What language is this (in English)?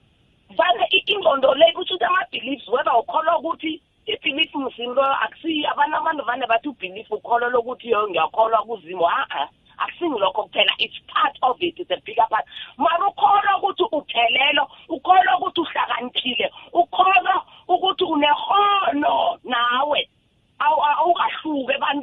South Ndebele